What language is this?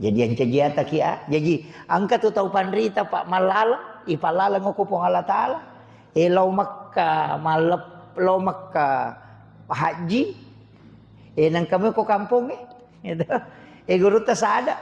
Buginese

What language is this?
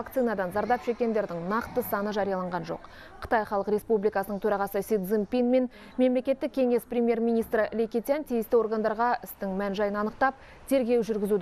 Kazakh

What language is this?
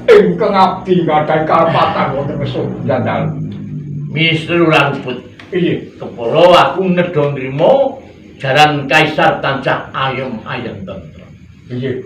Javanese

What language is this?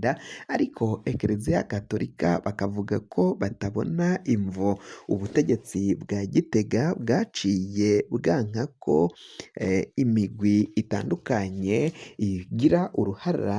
Rundi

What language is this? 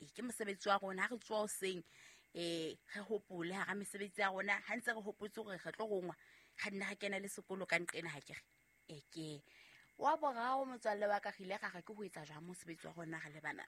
Southern Sotho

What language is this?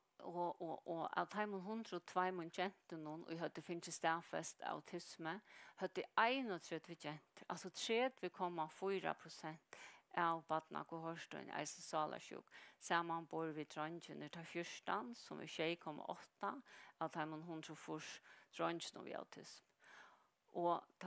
Faroese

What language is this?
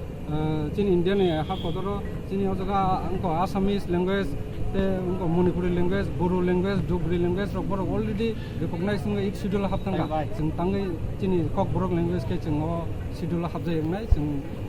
Kok Borok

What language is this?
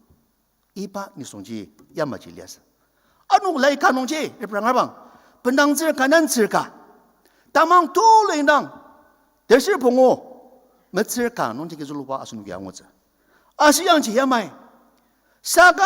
Ao Naga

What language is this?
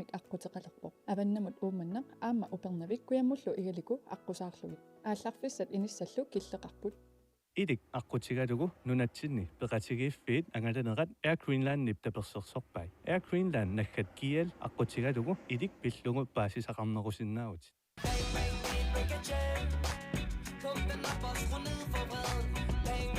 Kalaallisut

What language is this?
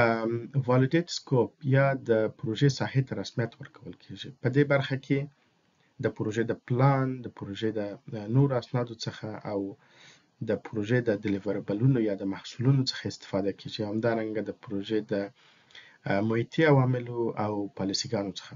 Pashto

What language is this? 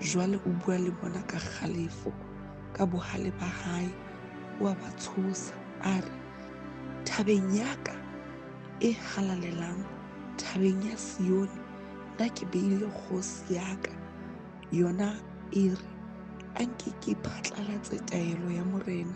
Southern Sotho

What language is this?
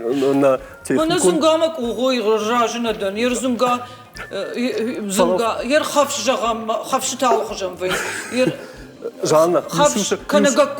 Ossetic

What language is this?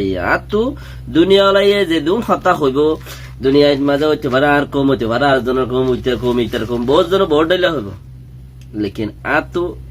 Rohingya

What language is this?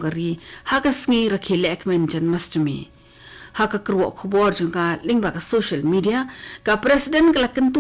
Khasi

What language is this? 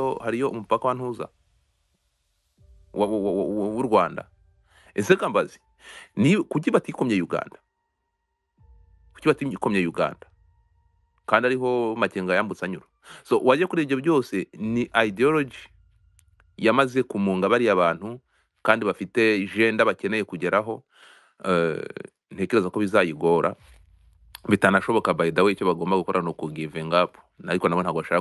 Kinyarwanda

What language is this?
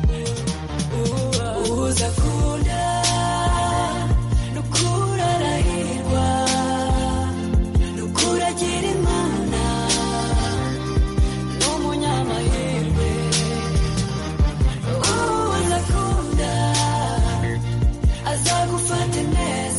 Kinyarwanda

